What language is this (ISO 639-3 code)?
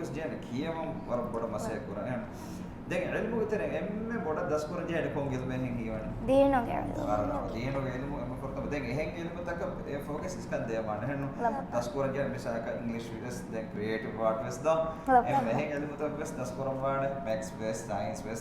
div